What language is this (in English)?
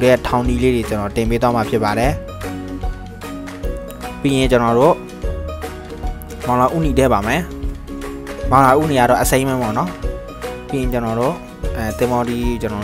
Burmese